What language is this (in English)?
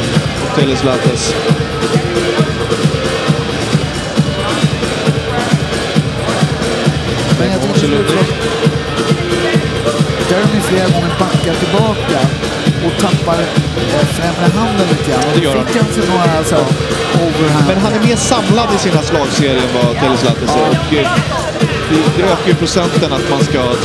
Swedish